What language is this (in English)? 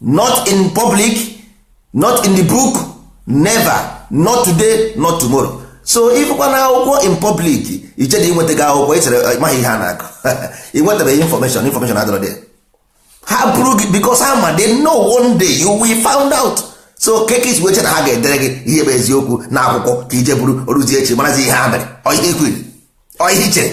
Igbo